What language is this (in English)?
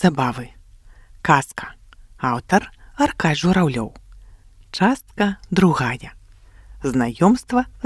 Belarusian